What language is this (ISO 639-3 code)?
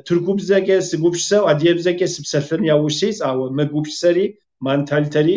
kbd